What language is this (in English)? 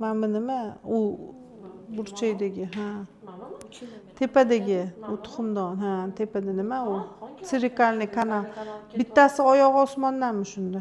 Uzbek